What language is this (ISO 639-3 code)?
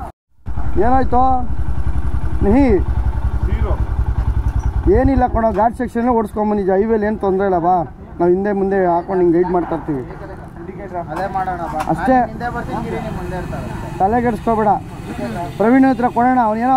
kan